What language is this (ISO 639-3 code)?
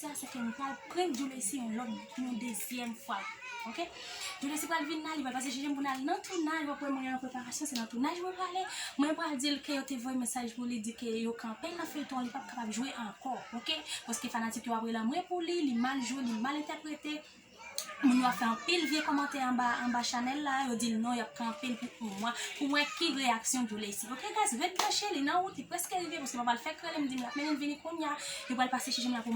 hat